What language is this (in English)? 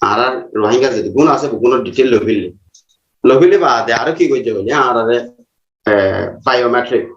Rohingya